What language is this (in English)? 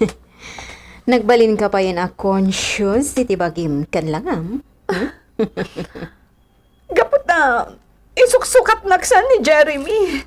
Iloko